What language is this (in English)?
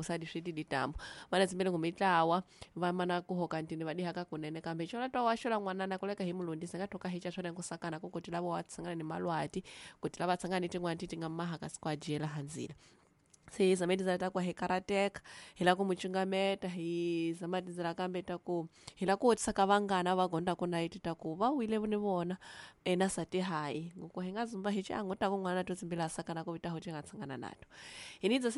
Tsonga